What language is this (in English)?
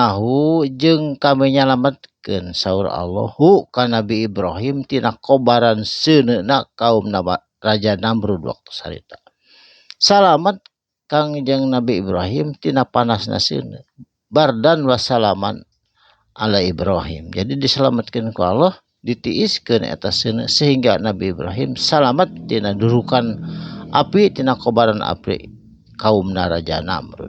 Sundanese